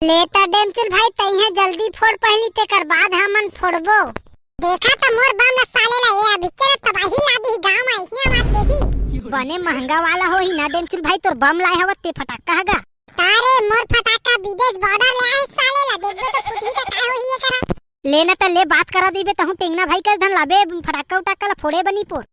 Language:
Chhattisgarhi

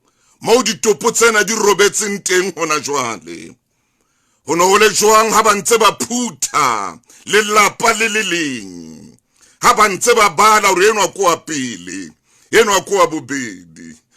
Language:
Southern Sotho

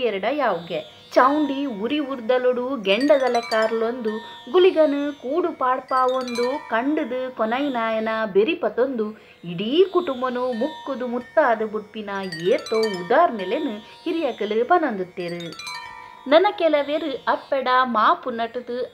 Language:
Tulu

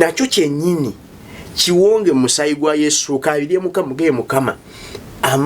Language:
Ganda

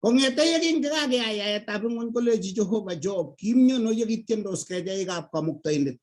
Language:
Kalenjin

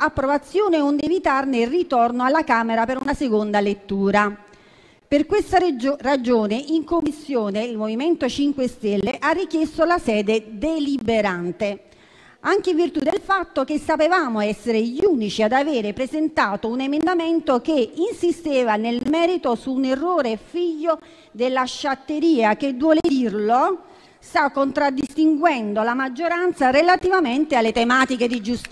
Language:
Italian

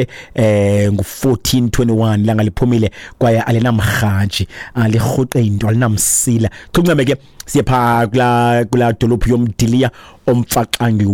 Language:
Xhosa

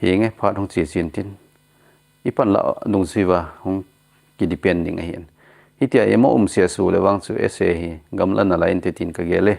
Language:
Thado Chin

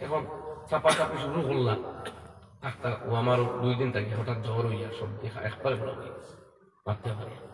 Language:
Sylheti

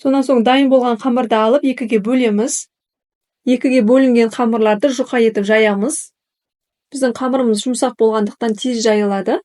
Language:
Kazakh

